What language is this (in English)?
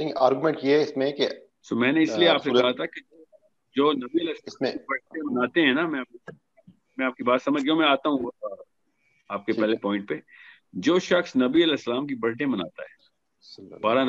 Urdu